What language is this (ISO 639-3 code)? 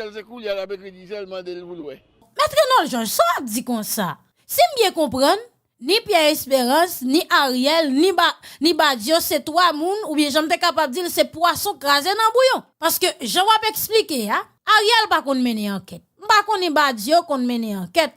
hat